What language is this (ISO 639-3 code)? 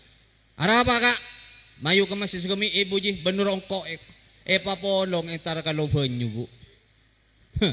mad